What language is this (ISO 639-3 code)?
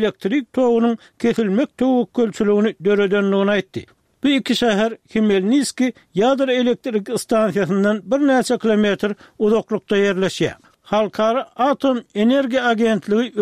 tuk